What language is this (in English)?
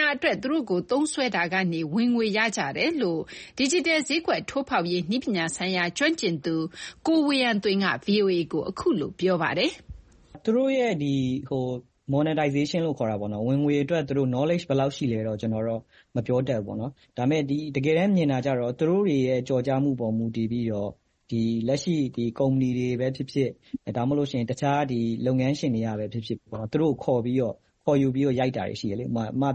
Burmese